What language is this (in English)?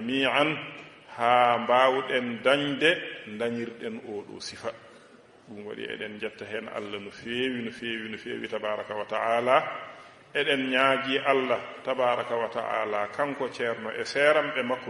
Fula